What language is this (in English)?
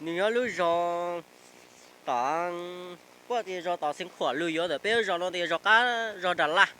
Hmong